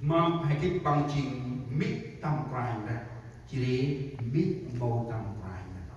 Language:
Central Mnong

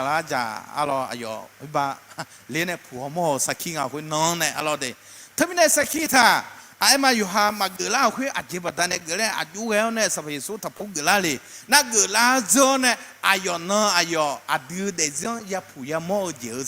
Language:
Akha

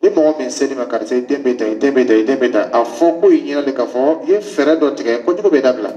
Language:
Dyula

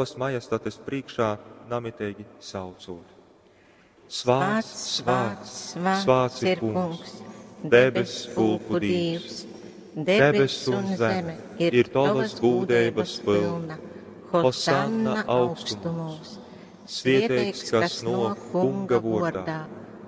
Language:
Latgalian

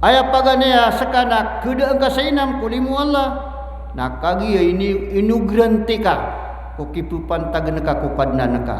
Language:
Maranao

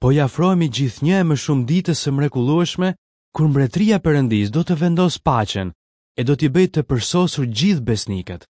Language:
Albanian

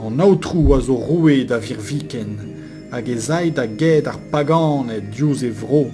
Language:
Breton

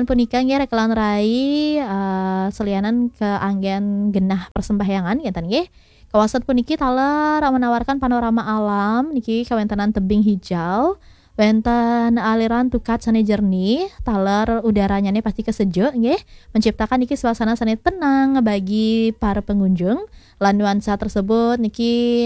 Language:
Balinese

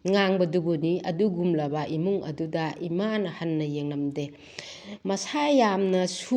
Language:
Manipuri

